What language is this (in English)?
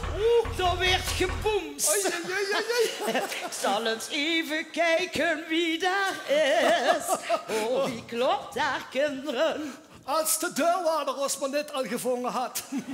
Limburgish